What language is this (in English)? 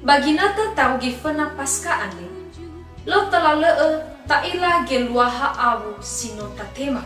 Nias